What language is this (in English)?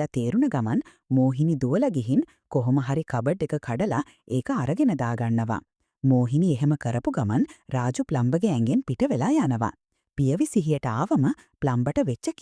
Sinhala